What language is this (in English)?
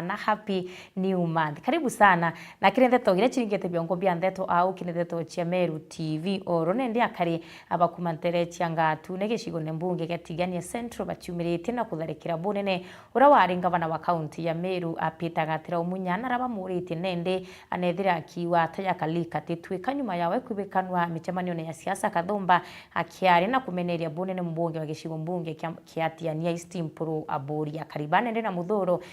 Meru